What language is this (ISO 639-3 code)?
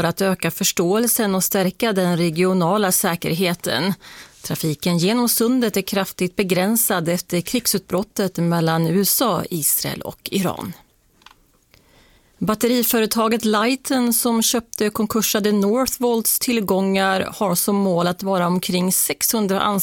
swe